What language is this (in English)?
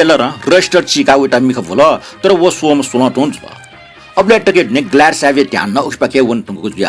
Newari